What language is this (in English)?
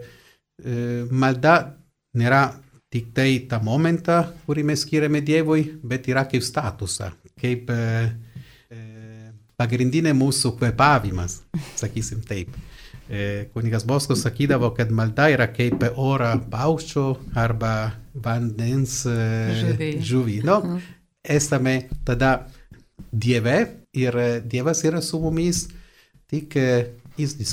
Lithuanian